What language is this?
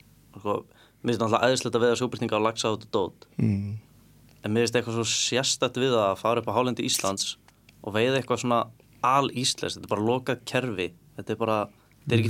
Icelandic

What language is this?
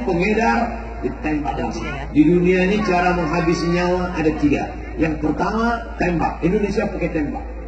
Indonesian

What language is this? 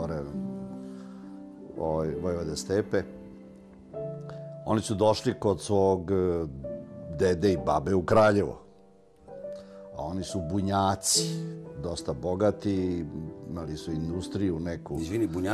Serbian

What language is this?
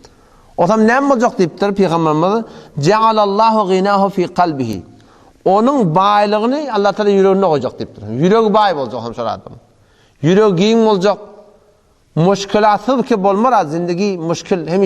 Turkmen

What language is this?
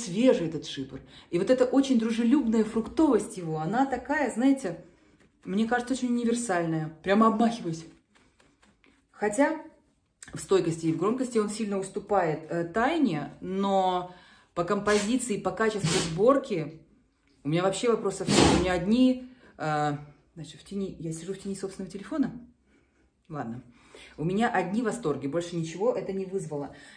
Russian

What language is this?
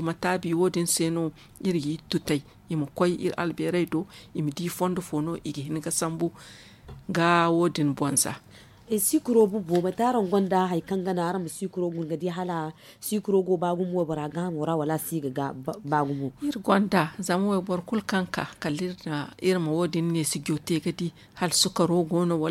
Zarma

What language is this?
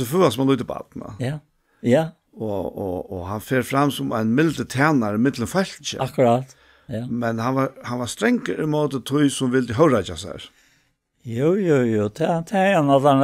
Faroese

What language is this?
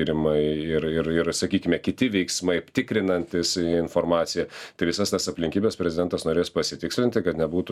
Lithuanian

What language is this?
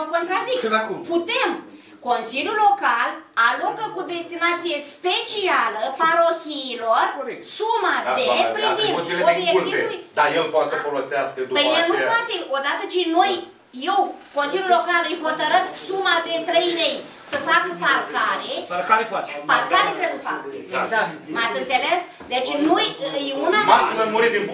Romanian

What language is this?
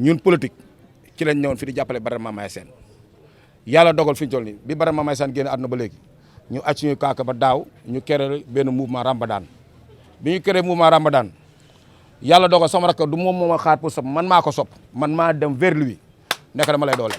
Wolof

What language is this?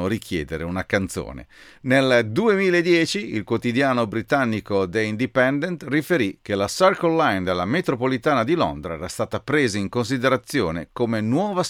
Italian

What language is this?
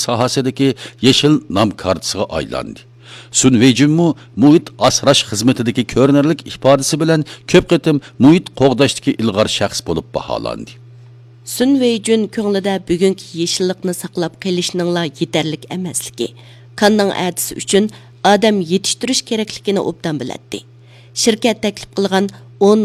Uyghur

